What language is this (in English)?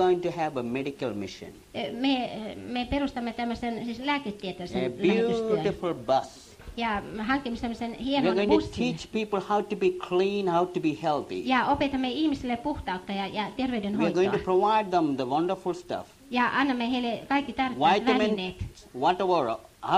Finnish